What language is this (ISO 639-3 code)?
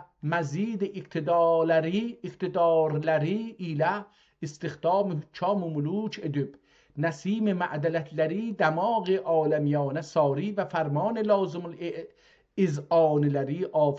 azb